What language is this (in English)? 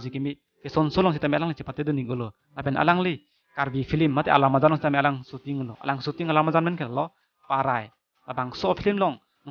Karbi